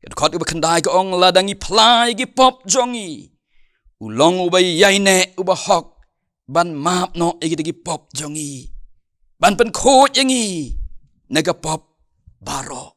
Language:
Khasi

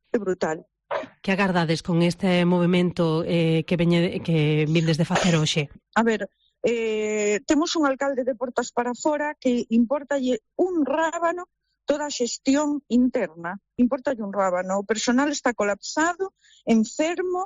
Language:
Galician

